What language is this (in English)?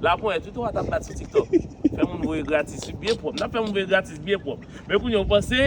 Haitian Creole